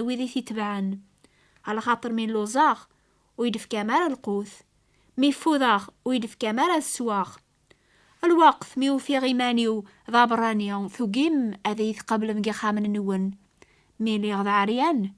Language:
Kabyle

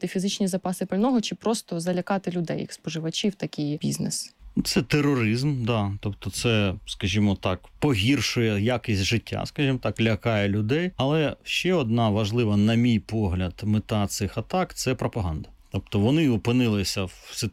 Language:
Ukrainian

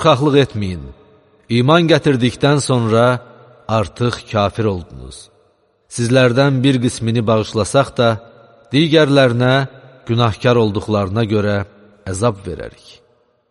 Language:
Azerbaijani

